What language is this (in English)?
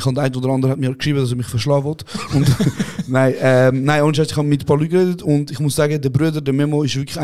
Swiss German